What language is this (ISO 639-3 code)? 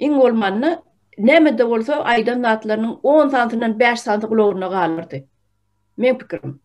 tuk